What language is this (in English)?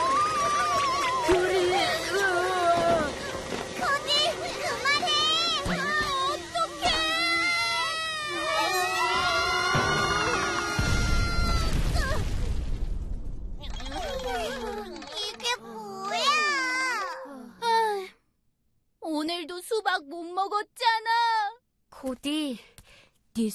Korean